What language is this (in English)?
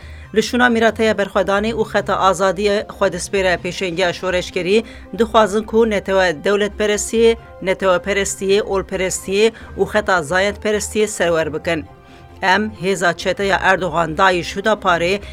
Kurdish